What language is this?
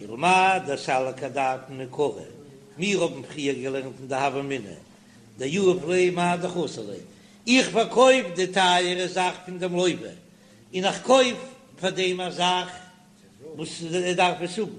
Yiddish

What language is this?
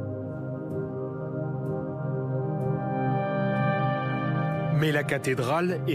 French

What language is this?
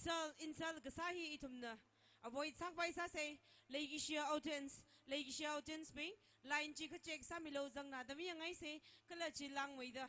Tangkhul Naga (India)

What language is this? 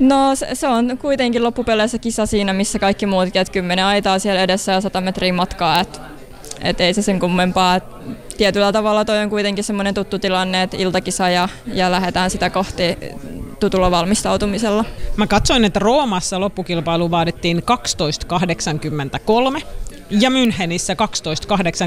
Finnish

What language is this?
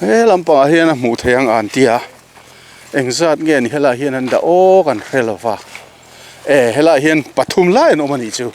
Mizo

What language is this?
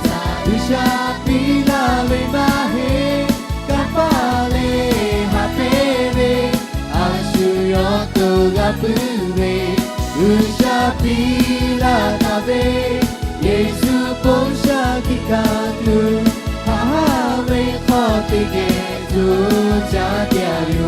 Lahu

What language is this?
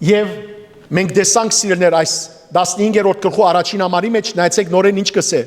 Western Armenian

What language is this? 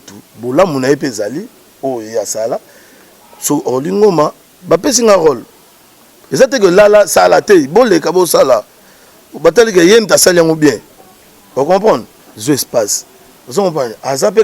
Lingala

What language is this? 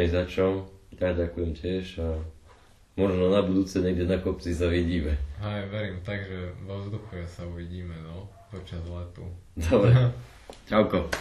Slovak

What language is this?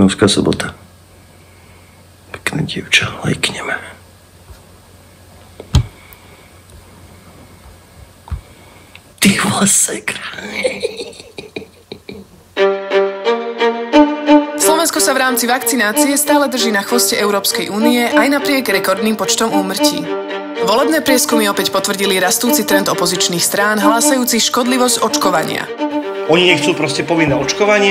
Slovak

